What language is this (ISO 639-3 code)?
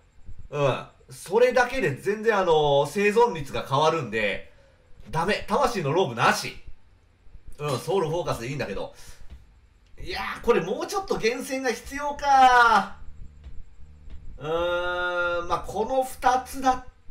jpn